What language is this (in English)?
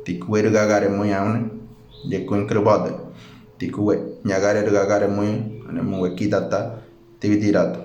Ngäbere